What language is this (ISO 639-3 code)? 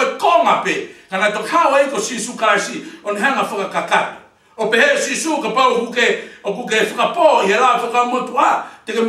ton